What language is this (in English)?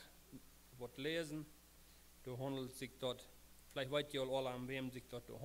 Plautdietsch